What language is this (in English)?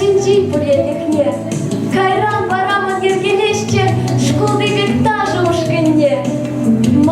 Chuvash